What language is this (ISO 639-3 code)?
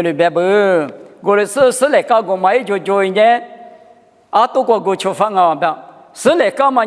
lis